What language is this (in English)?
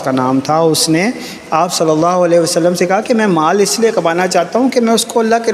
Urdu